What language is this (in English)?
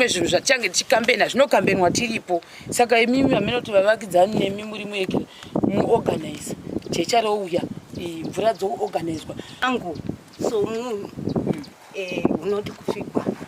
Shona